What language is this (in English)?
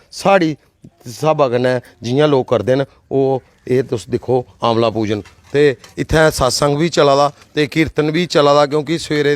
Dogri